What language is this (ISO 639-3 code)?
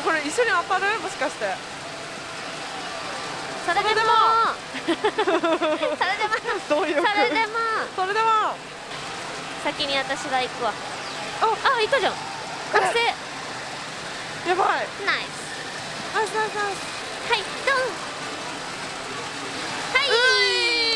jpn